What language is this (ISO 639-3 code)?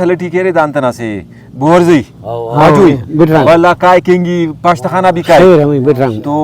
brh